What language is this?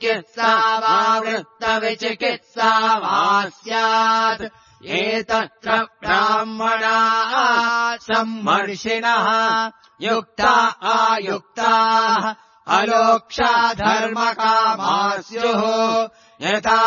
Sanskrit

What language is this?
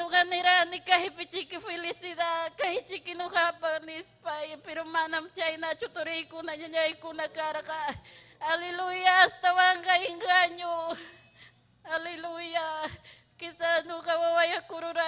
Ayacucho Quechua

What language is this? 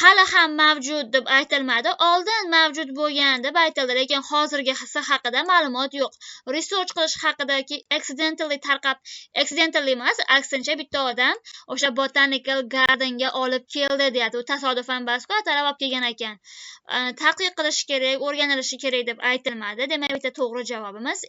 Uzbek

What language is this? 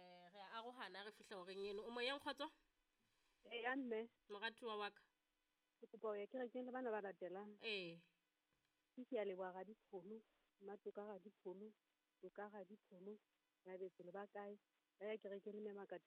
Southern Sotho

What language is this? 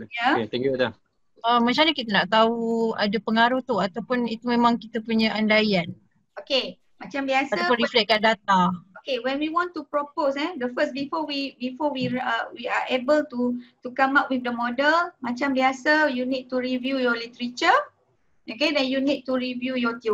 Malay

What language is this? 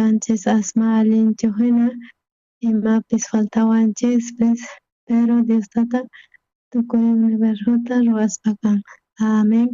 South Bolivian Quechua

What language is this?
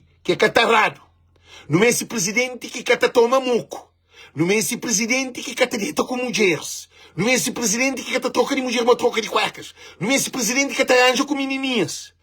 Kabuverdianu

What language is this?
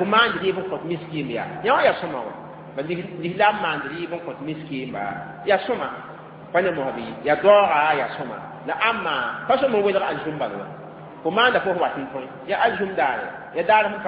Mossi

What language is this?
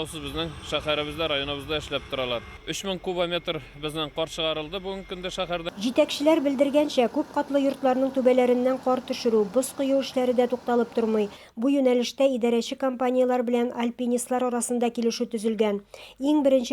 Tatar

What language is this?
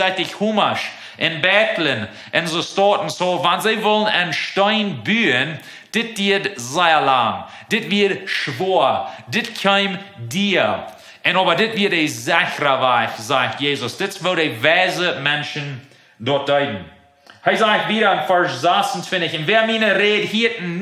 Plautdietsch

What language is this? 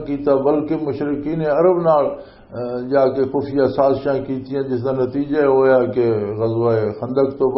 Western Panjabi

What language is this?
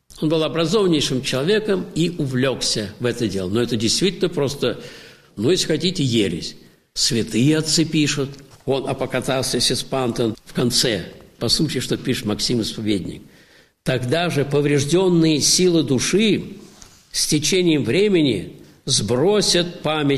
Russian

